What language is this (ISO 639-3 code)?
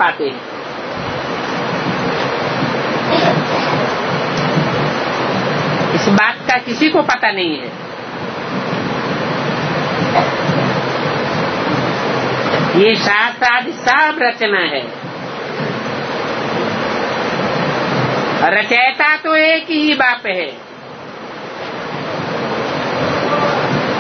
hin